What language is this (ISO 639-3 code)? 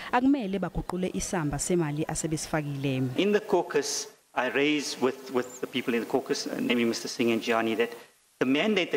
zul